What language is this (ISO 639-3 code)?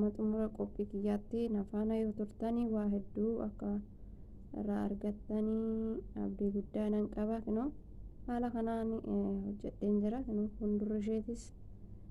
orm